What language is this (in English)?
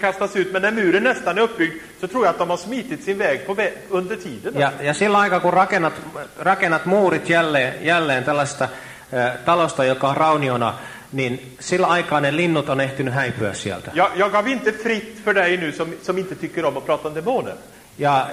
Swedish